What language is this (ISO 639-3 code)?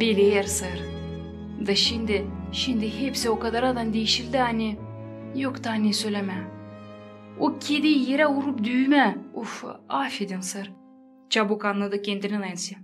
gag